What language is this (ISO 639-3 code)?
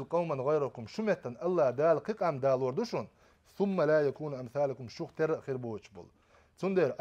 che